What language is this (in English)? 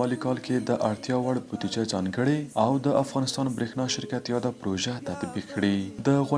Pashto